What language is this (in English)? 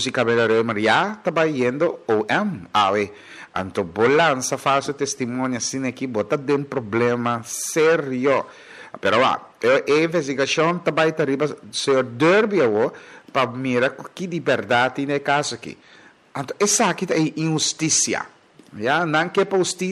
Papiamento